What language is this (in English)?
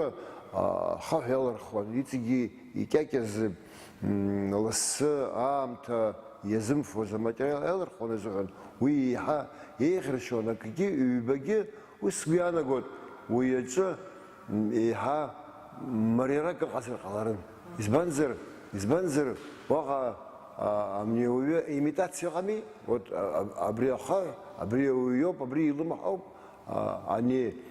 Abkhazian